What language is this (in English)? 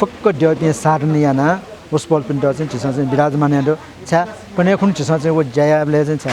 Newari